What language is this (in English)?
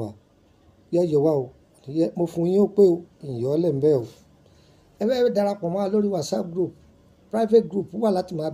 Yoruba